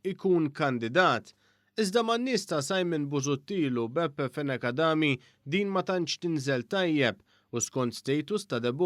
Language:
Maltese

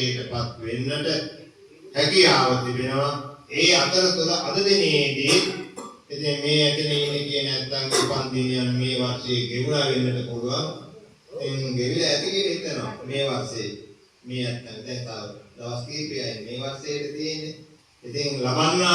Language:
Sinhala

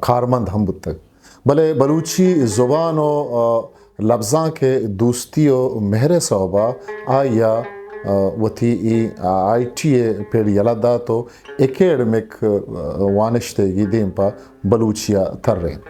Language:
Eastern Balochi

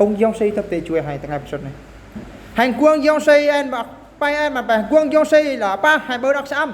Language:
Eastern Bru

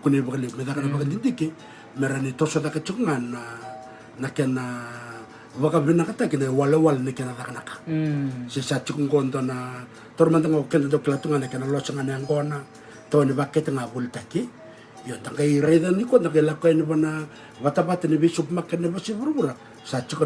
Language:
Fijian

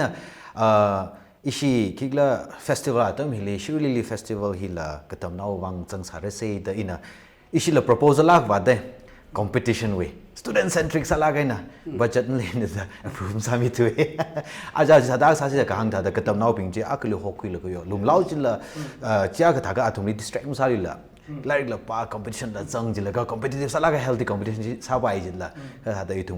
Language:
Tangkhul Naga (India)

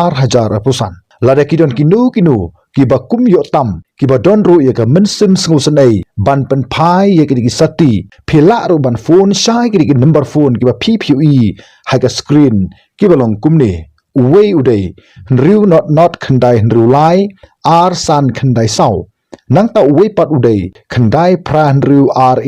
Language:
Khasi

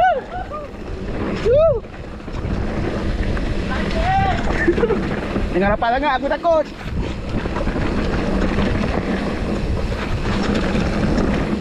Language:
Malay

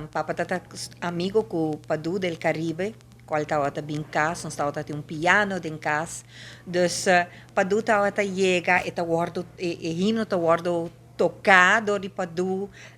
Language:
Papiamento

